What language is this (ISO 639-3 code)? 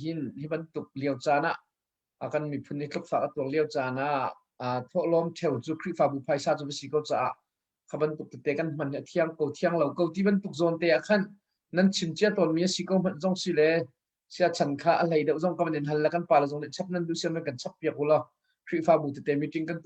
cnh